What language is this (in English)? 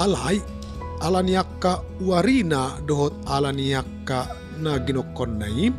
Batak Toba